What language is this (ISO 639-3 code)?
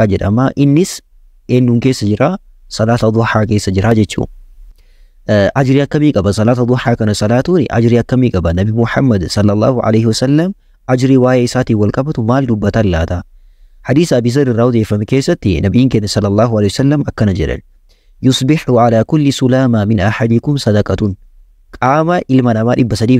orm